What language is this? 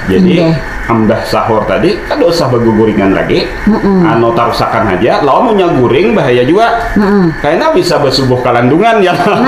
Banjar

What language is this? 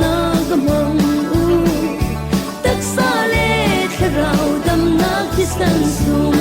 Falam Chin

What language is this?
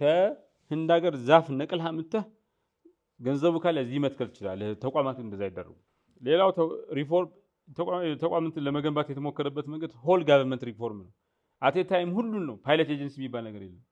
Amharic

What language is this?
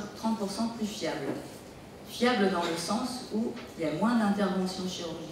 French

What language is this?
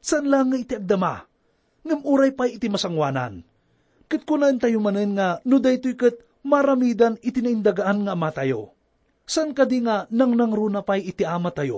Iloko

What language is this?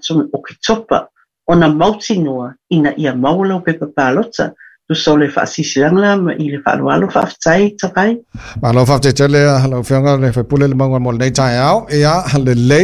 Samoan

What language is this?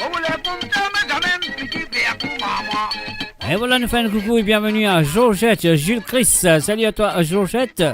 Morisyen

